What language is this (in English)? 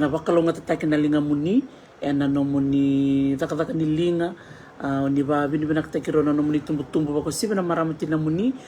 Fijian